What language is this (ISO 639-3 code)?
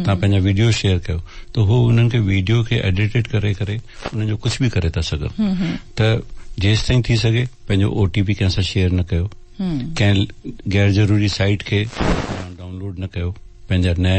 snd